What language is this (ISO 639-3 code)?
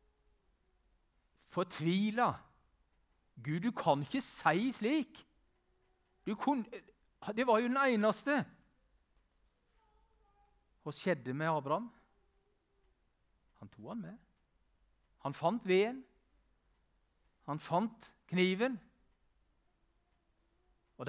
nor